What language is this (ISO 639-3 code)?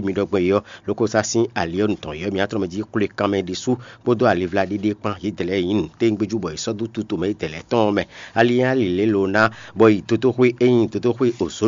fon